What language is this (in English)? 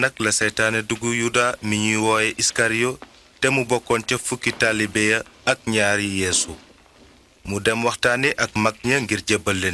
Wolof